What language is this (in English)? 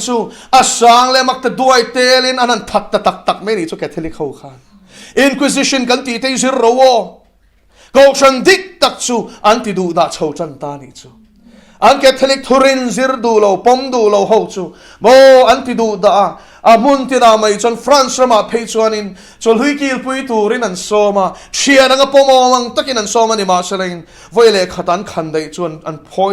Mizo